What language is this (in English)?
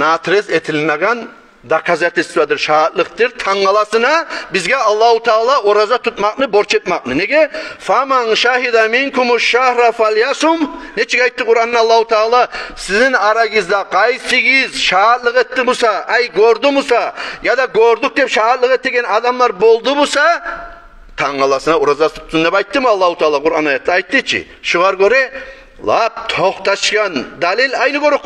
Kumyk